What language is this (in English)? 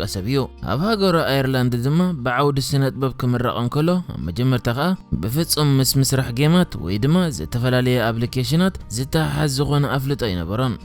Tigrinya